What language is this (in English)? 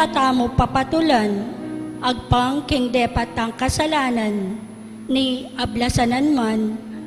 Pampanga